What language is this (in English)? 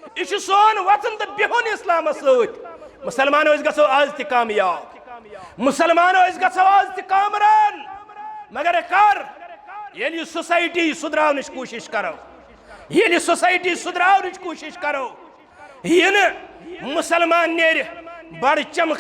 Kashmiri